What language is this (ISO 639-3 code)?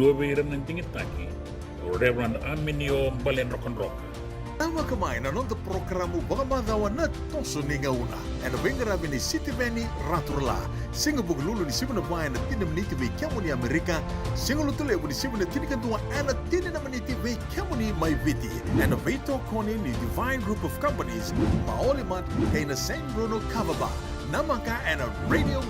fij